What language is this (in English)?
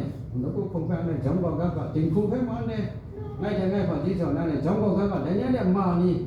Kachin